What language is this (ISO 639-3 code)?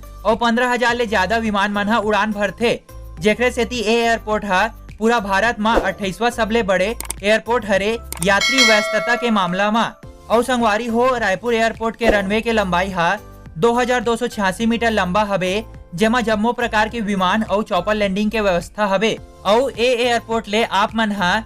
hne